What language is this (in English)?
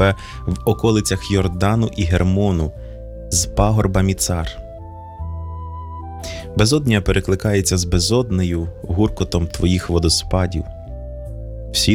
Ukrainian